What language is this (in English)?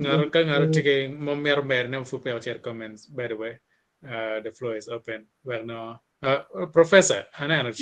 Acoli